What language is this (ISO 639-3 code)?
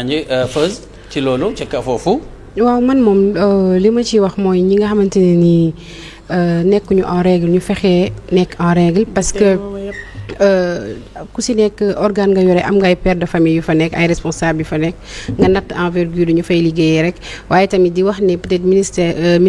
wol